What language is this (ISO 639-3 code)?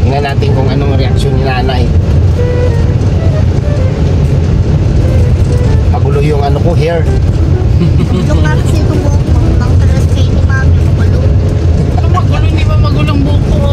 fil